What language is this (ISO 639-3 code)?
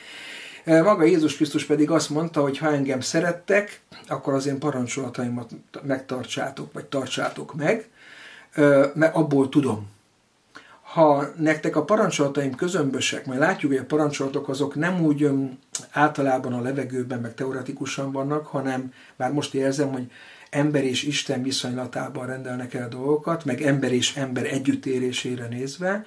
hun